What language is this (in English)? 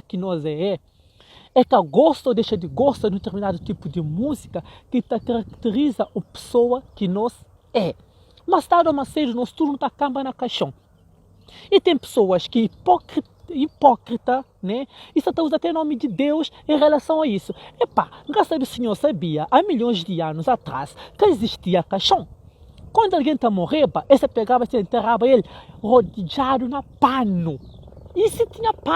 Kabuverdianu